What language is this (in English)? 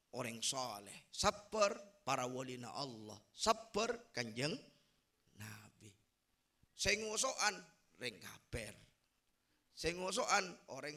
Madurese